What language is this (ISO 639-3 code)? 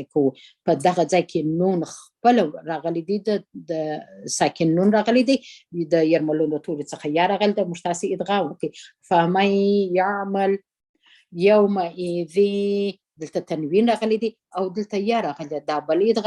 pus